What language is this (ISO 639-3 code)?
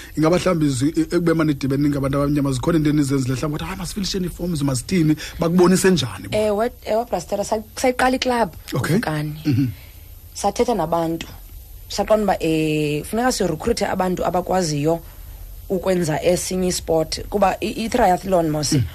xho